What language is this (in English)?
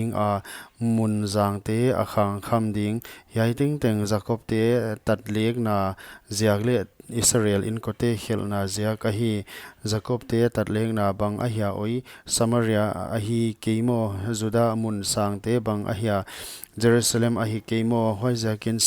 Paite Chin